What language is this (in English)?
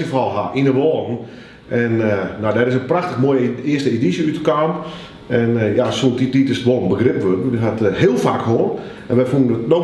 Western Frisian